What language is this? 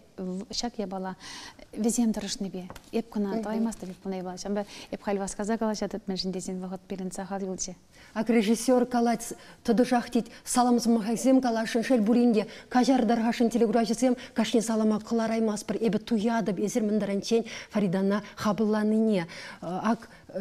Chuvash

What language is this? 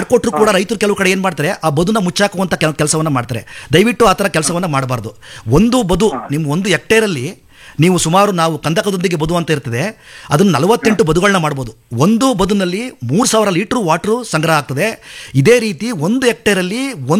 Kannada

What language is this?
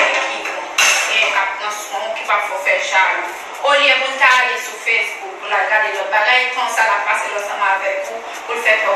Haitian Creole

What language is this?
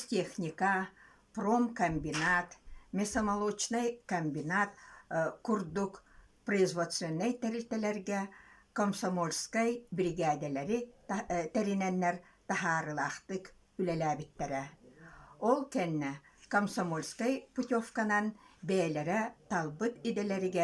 Yakut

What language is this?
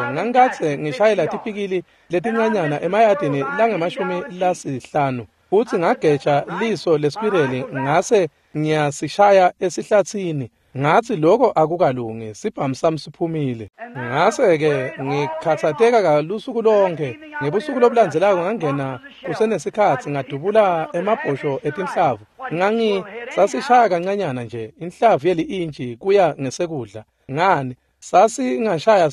Swati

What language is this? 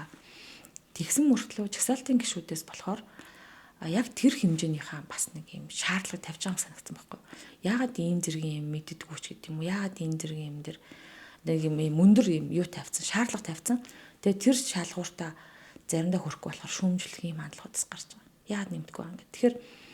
Mongolian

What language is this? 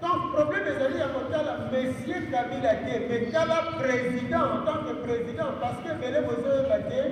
Lingala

